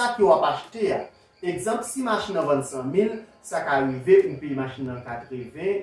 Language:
Haitian Creole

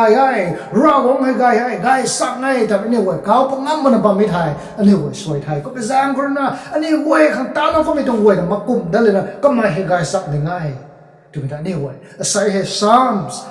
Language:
Rongmei Naga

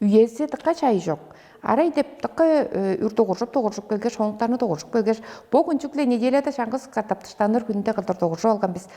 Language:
Tuvinian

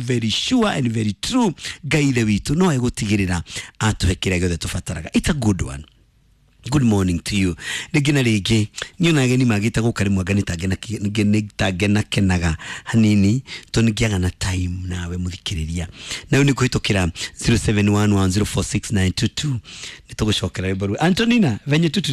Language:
Kikuyu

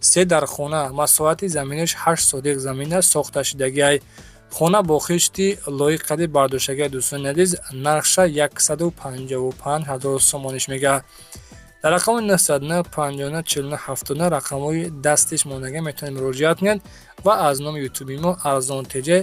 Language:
Tajik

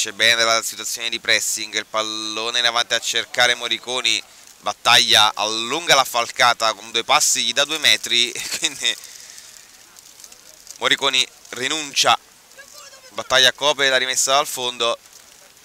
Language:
Italian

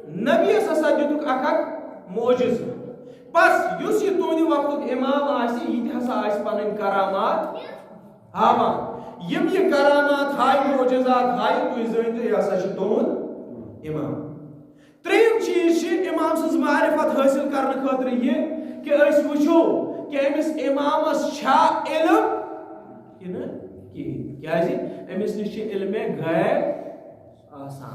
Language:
Kashmiri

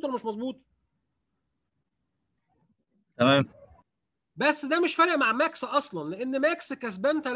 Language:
Egyptian Arabic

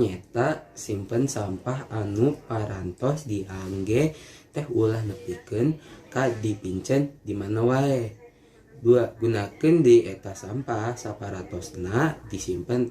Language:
Sundanese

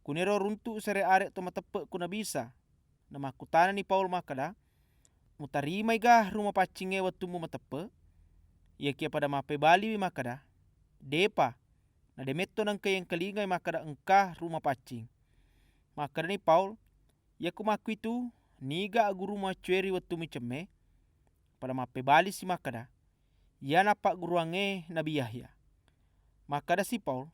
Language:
Buginese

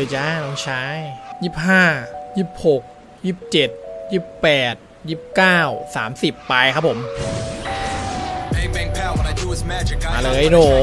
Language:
Thai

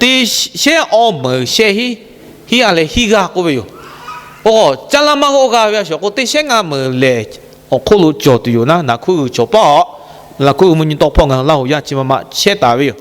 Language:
Lahu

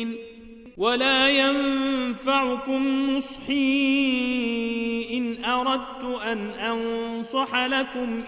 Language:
Arabic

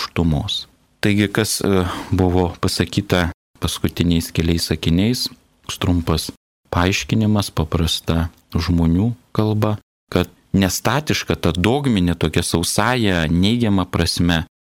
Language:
Lithuanian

